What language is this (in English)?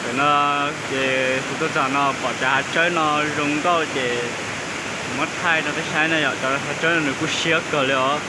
Hmong